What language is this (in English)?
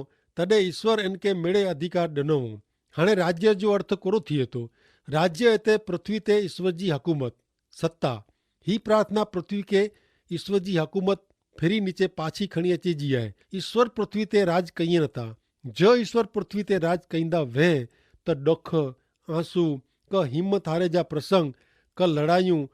Kachhi